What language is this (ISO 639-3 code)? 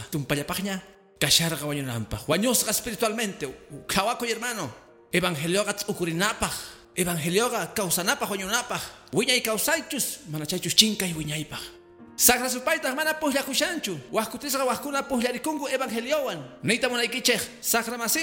que